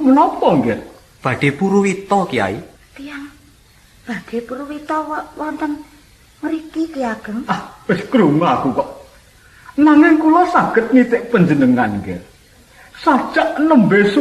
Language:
Javanese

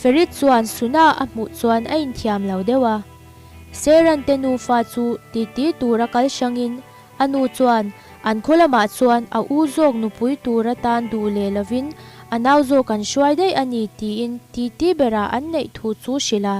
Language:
Mizo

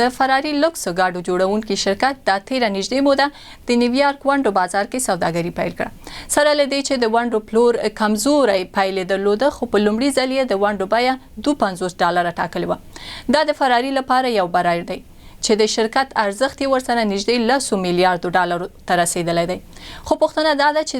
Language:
Pashto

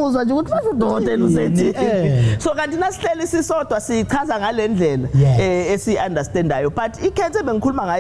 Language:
Zulu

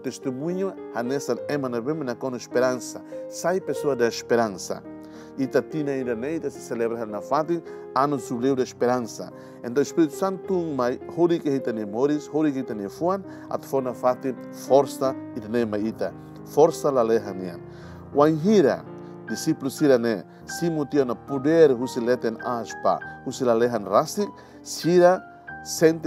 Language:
Tetum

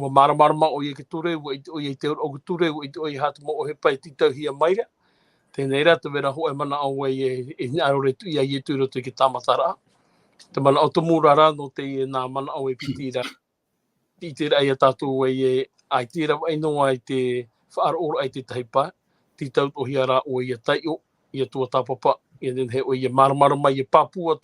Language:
Tahitian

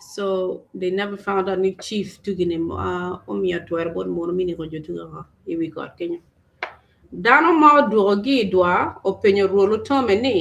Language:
Acoli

